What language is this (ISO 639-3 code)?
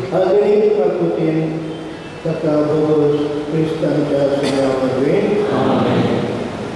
kok